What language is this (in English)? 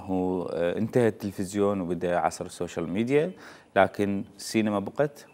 Mesopotamian Arabic